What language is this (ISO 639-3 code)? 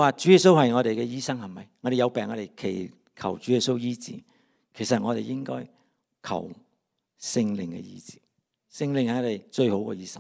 yue